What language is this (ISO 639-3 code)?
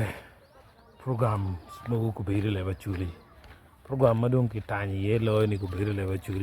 ach